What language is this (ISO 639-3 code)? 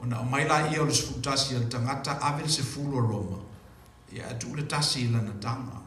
smo